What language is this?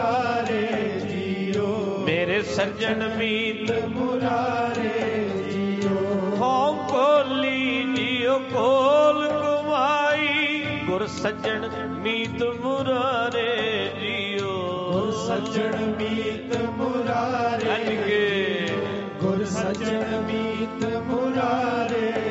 Punjabi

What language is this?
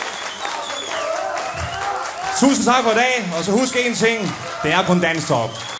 Danish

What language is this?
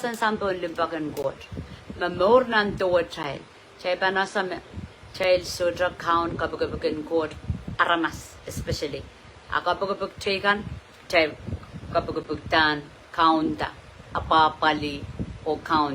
Pohnpeian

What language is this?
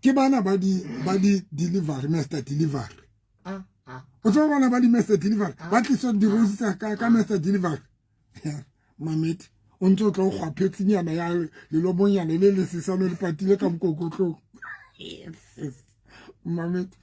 Southern Sotho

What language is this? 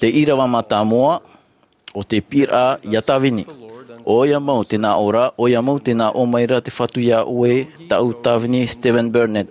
Tahitian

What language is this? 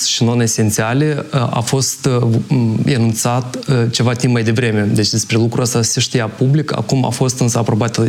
Romanian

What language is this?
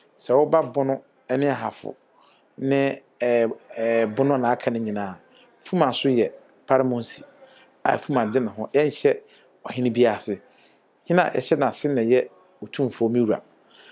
Akan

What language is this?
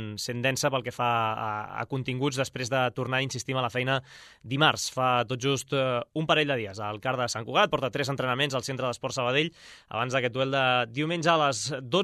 Catalan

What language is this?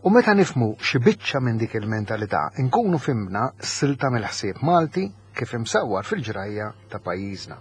Maltese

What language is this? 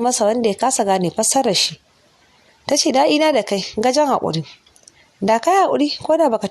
Hausa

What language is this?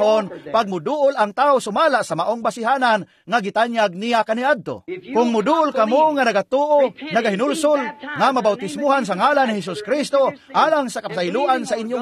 Cebuano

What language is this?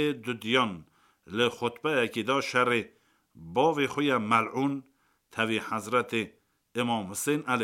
Kurdish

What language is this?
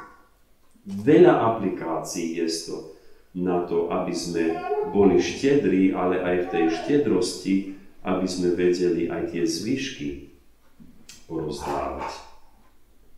Slovak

